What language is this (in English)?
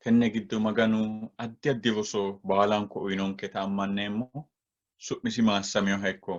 Sidamo